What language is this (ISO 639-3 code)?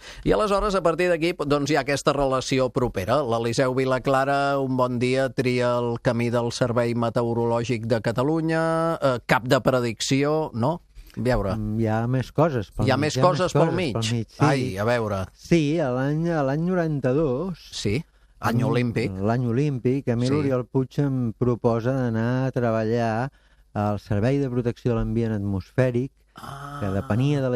cat